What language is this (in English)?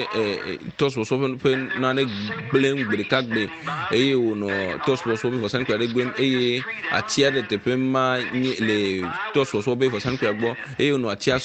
Ewe